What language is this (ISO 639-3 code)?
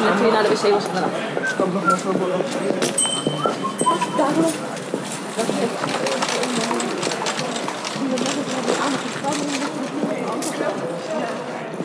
nld